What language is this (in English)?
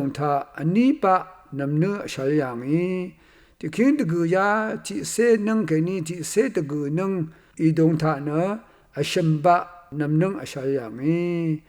Rawang